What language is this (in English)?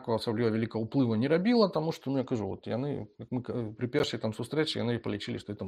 Belarusian